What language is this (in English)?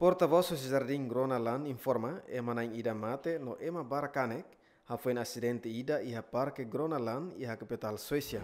Tetum